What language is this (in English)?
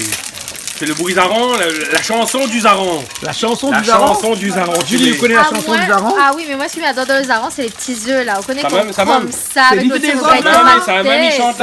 Réunion Creole French